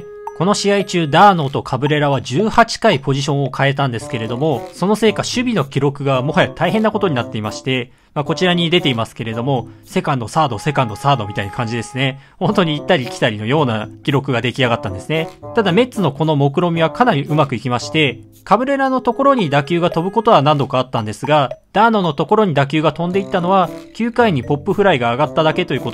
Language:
Japanese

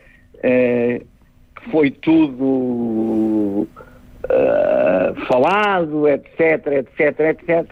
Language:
Portuguese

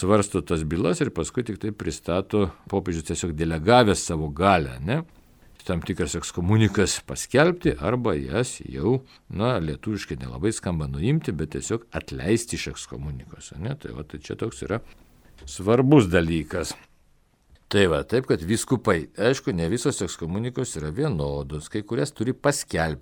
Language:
Lithuanian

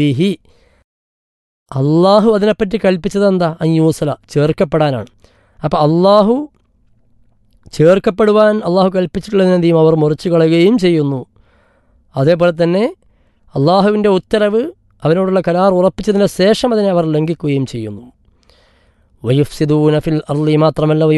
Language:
Malayalam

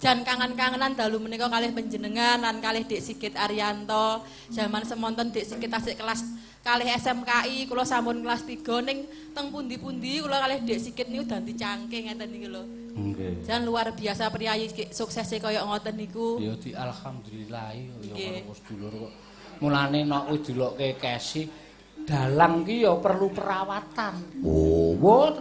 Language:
Javanese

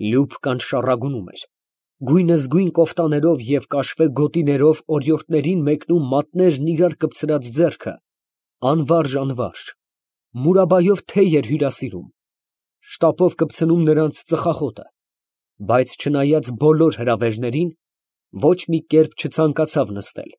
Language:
Armenian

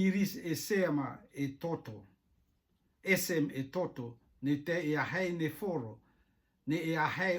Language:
Rotuman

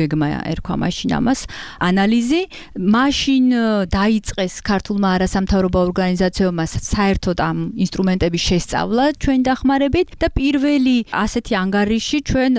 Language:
Georgian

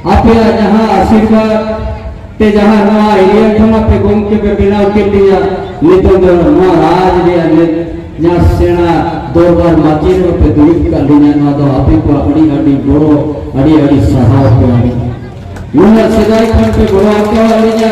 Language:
Santali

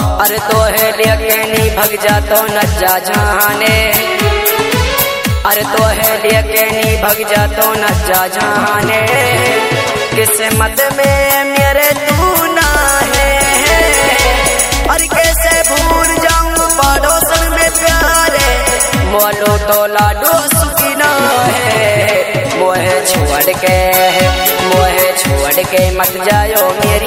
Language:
Haryanvi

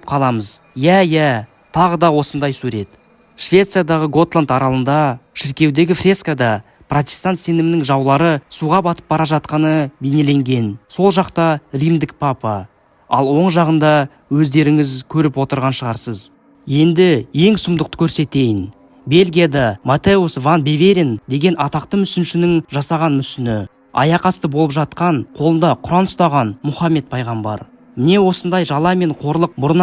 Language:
Kazakh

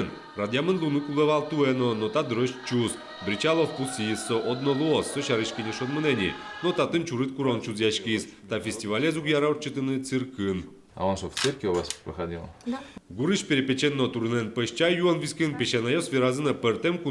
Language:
Udmurt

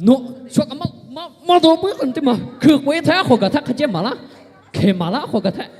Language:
Lahu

